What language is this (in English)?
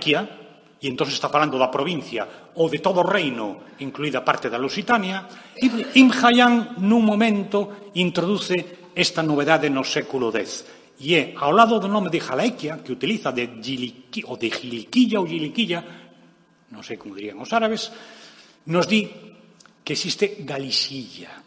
Galician